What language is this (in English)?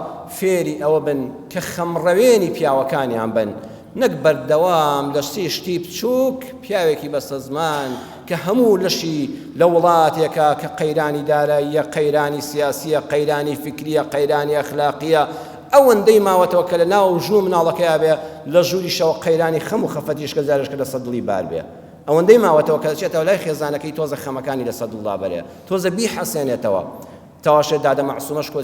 Central Kurdish